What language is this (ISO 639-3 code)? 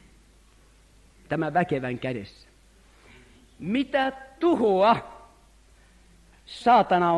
fin